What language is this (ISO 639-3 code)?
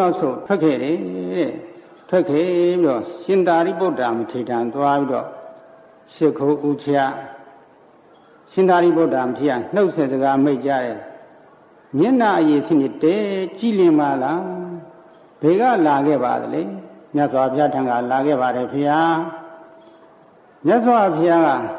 mya